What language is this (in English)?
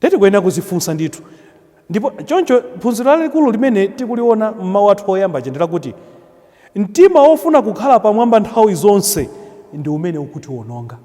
Nyanja